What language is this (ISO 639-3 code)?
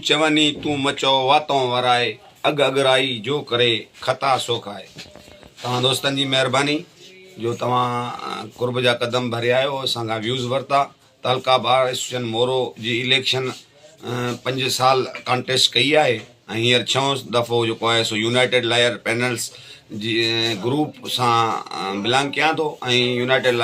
snd